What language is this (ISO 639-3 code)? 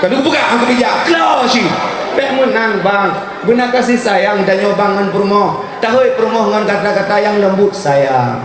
ace